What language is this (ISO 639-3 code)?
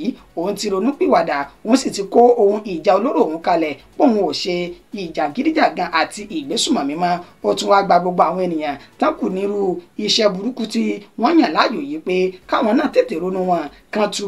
yor